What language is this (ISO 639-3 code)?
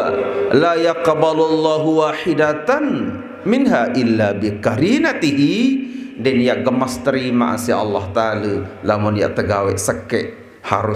sas